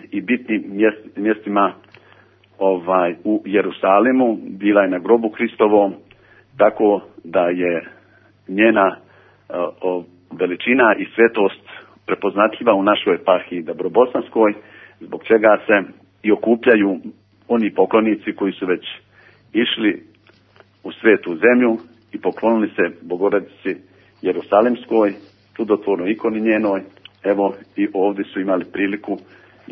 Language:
Serbian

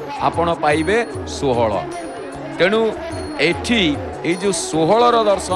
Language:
Odia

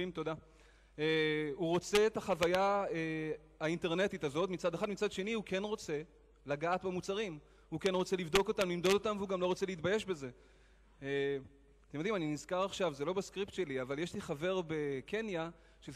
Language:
Hebrew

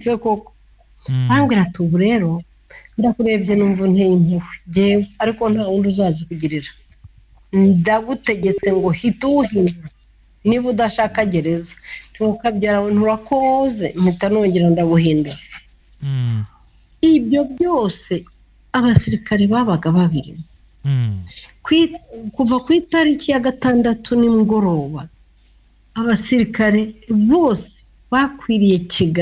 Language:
Kinyarwanda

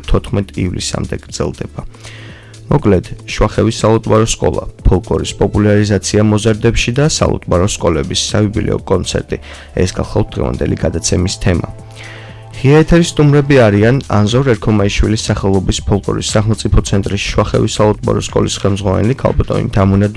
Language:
Georgian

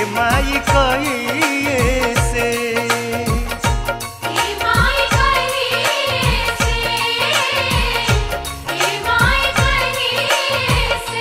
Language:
Bhojpuri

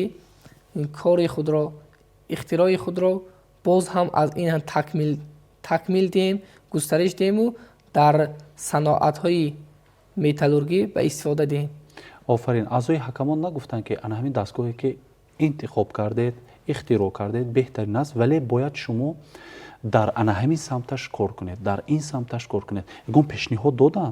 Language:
Tajik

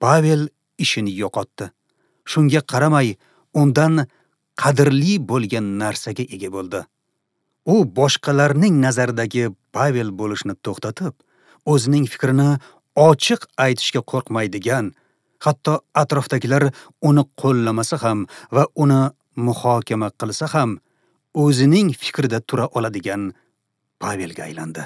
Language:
Uzbek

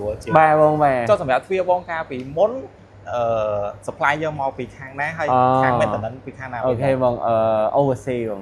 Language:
Khmer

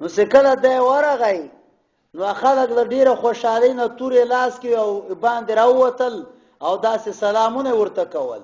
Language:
Pashto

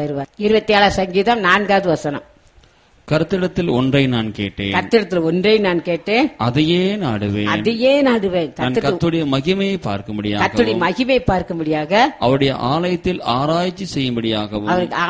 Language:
Tamil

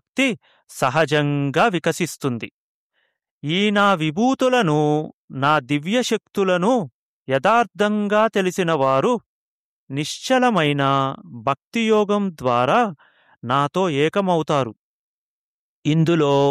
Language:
Telugu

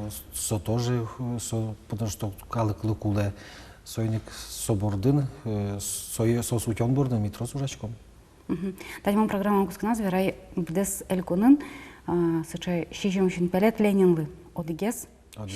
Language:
Udmurt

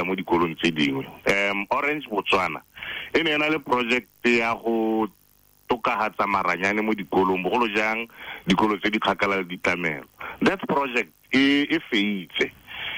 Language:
Tswana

